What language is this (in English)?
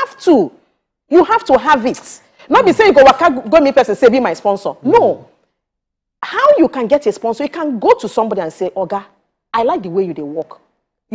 Nigerian Pidgin